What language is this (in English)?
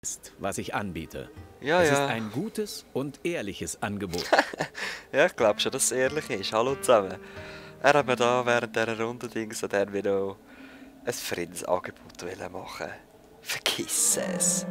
Swiss German